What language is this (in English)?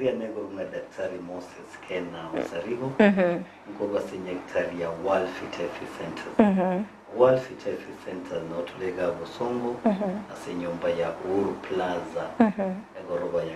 Gusii